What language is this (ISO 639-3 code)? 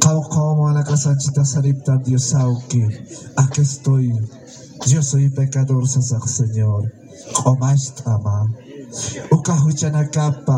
aym